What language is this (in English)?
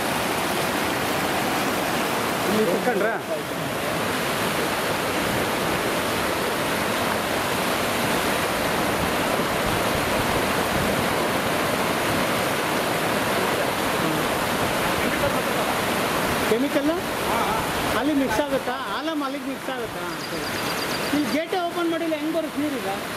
Kannada